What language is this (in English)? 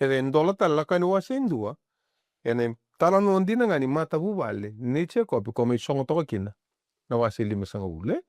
Fijian